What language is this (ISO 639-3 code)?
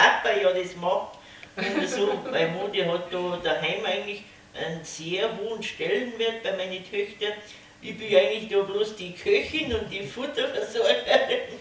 bar